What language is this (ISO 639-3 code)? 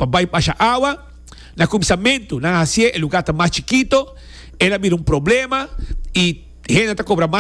pap